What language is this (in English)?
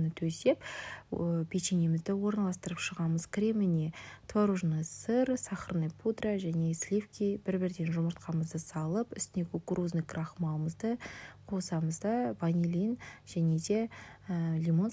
Kazakh